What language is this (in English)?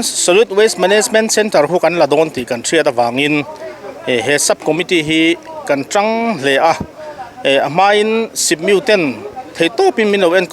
Mizo